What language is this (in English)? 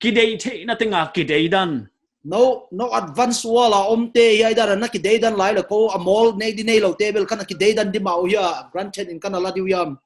Paite Chin